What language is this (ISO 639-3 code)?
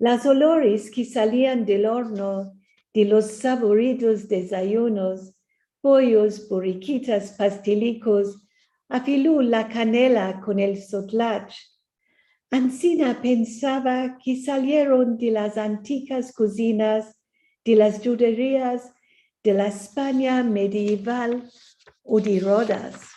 lad